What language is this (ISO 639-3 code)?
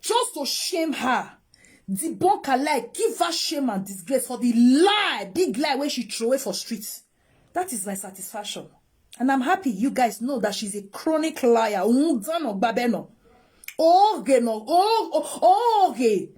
pcm